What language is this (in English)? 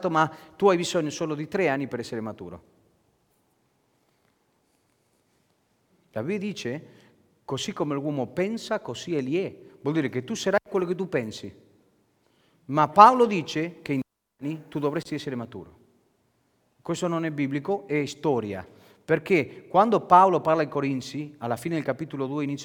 Italian